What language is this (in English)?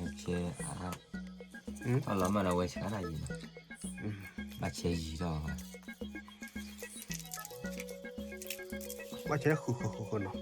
S'gaw Karen